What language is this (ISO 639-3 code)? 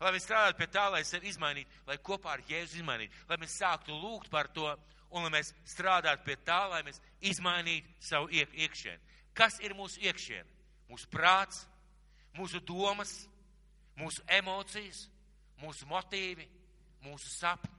lav